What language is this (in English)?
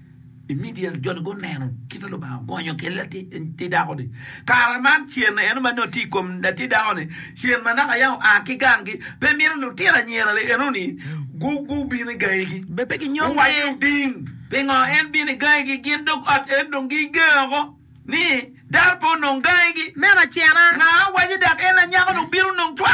Acoli